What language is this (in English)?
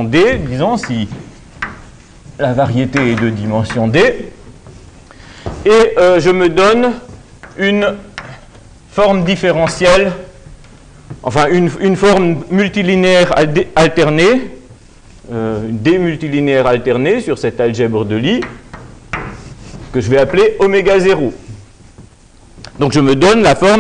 French